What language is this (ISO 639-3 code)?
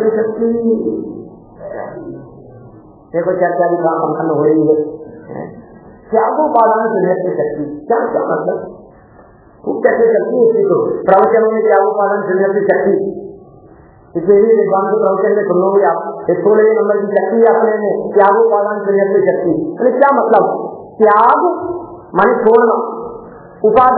hin